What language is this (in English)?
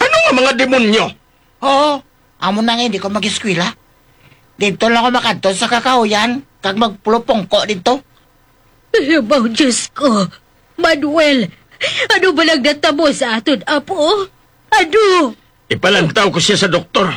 Hiligaynon